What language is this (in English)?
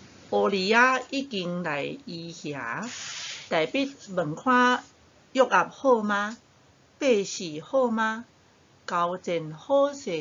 Min Nan Chinese